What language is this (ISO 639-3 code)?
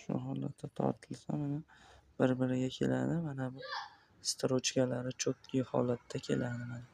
uzb